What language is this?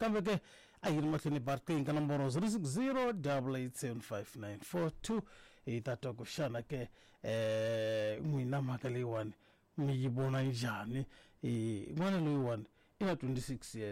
Tsonga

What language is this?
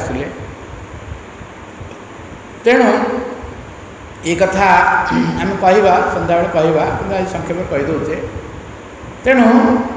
Odia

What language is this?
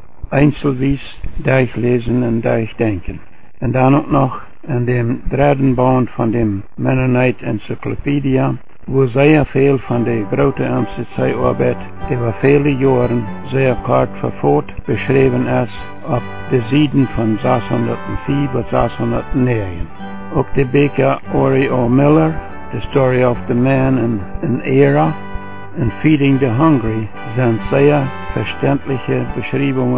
Plautdietsch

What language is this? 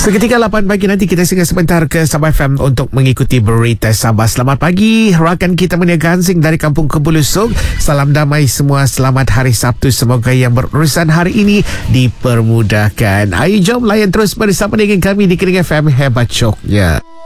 Malay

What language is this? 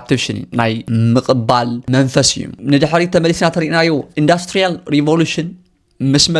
Tigrinya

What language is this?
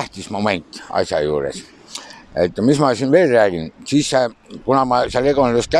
Estonian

